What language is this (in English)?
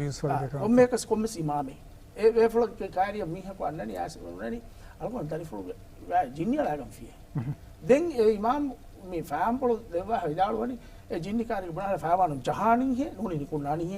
Divehi